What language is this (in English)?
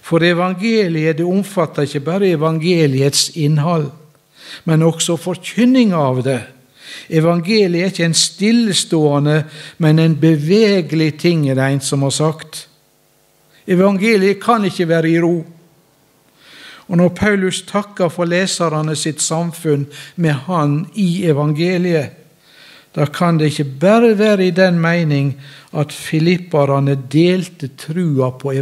Norwegian